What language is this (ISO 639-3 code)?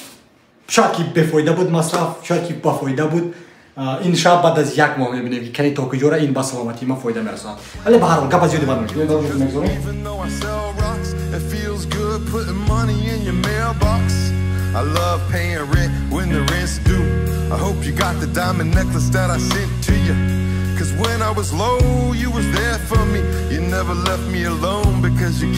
tgk